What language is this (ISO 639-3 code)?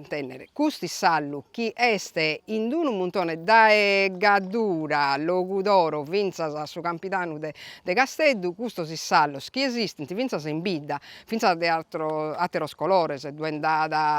srd